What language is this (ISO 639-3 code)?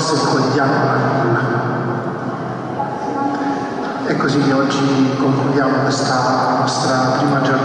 ita